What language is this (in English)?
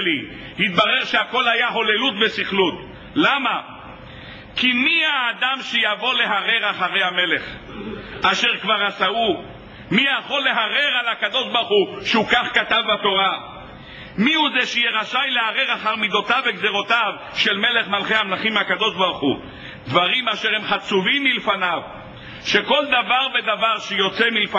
Hebrew